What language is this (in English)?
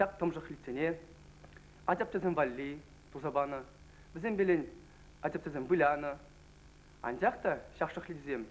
Chuvash